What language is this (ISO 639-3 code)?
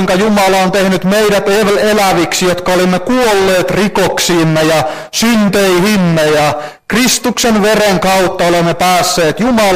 fin